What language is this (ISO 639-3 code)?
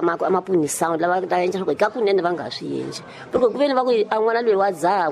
tso